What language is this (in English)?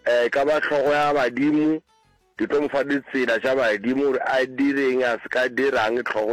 Northern Sotho